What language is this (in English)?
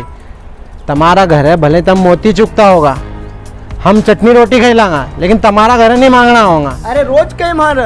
Rajasthani